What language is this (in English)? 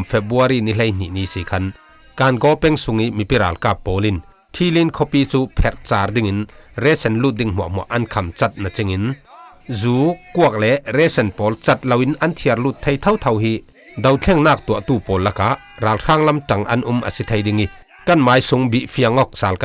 Falam Chin